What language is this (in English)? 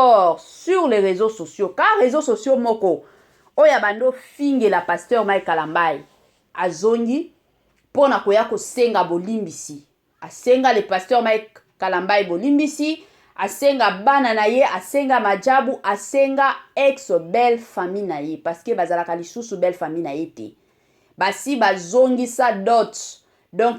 Lingala